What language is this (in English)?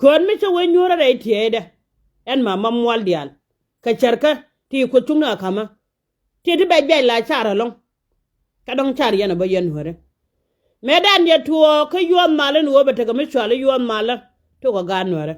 Nuer